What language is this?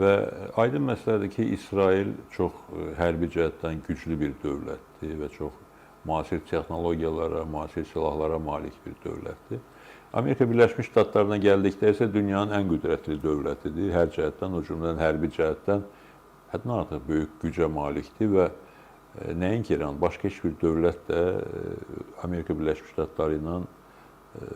Azerbaijani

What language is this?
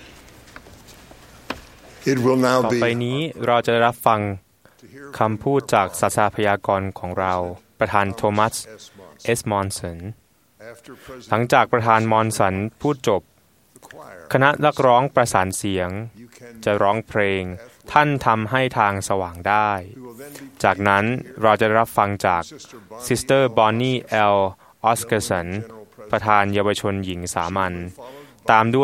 Thai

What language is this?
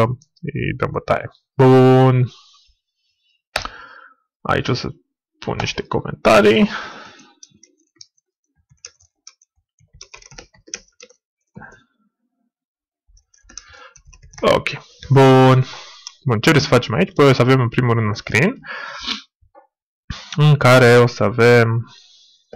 Romanian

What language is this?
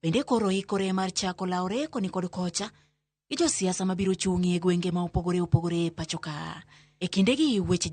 Luo (Kenya and Tanzania)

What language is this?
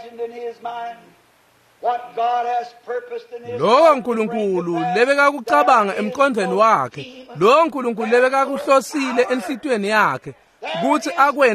Swati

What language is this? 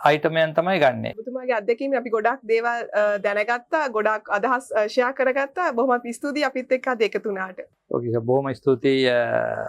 Sinhala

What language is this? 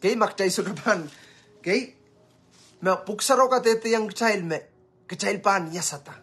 Pohnpeian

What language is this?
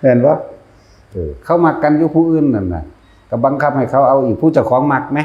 Northeastern Thai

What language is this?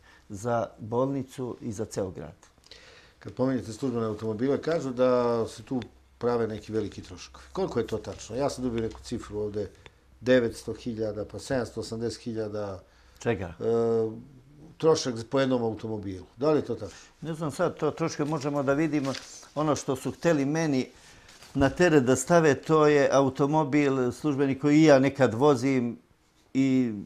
Serbian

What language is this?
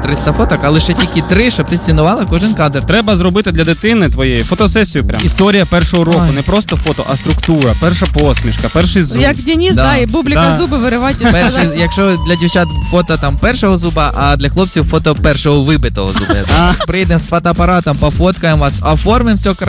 Ukrainian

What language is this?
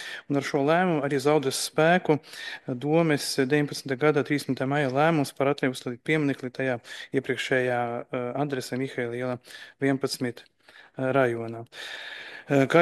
Latvian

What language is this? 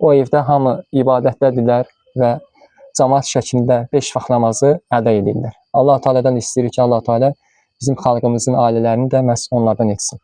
Azerbaijani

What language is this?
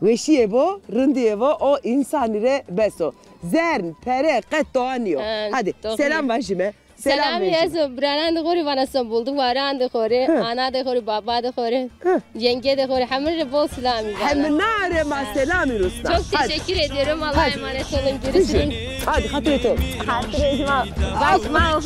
Zaza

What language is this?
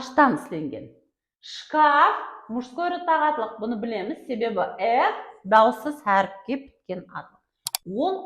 Kara-Kalpak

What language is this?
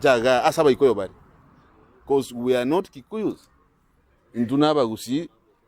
Gusii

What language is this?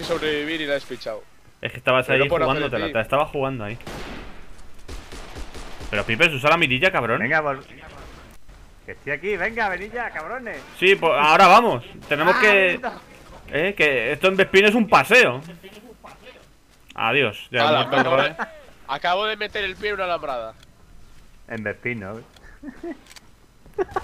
Spanish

